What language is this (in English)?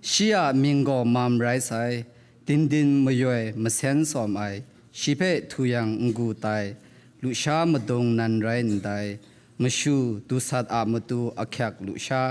Kachin